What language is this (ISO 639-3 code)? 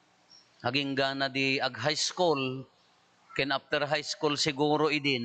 ilo